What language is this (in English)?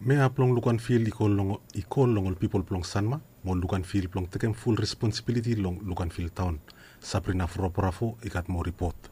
Bislama